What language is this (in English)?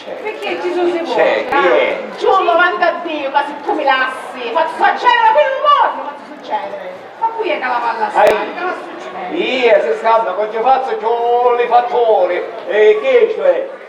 Sicilian